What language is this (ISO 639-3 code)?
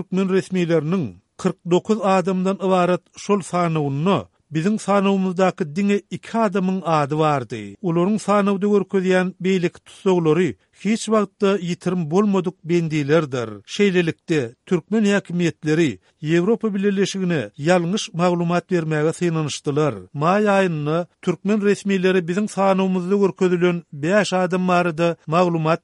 tuk